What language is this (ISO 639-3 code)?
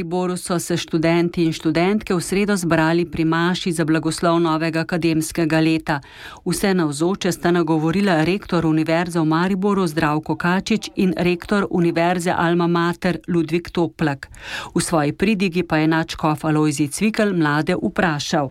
slv